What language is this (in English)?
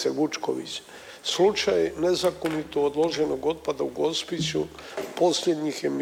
Croatian